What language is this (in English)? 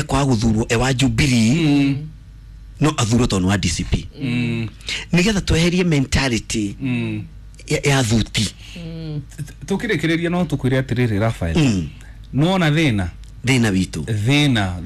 Kikuyu